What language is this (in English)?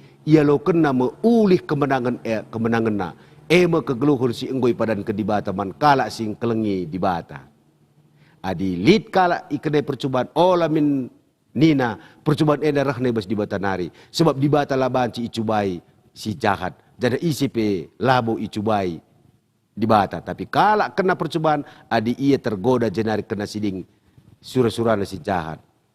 Batak Karo